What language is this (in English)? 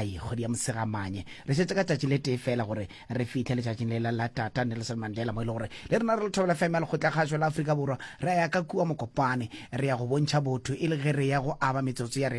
Northern Sotho